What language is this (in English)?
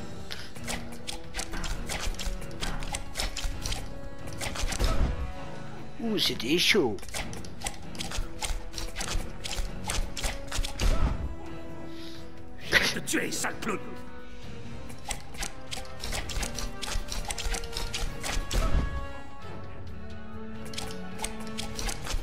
French